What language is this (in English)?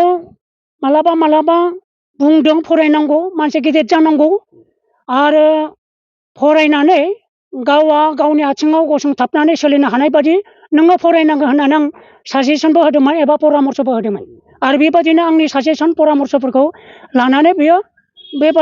Bodo